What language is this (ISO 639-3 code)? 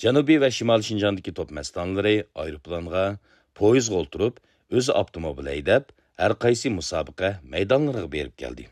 uig